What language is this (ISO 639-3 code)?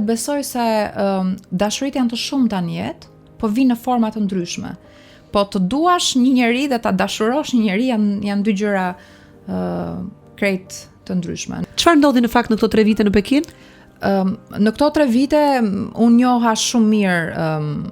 sqi